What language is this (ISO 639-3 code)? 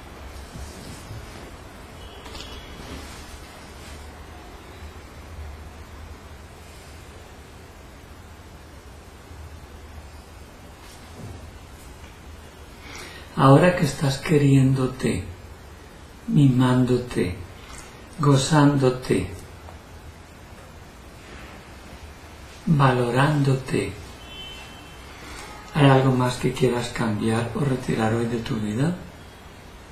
spa